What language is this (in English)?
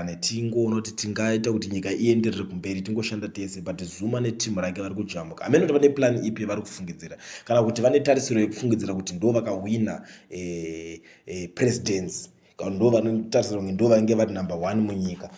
Shona